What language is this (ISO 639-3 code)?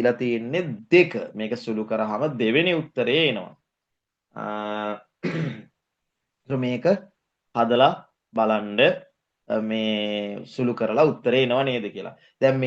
sin